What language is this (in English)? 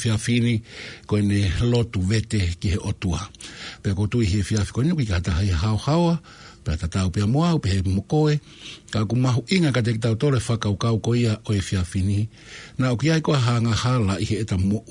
Tongan